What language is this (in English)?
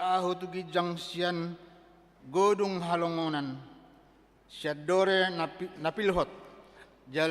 Batak Toba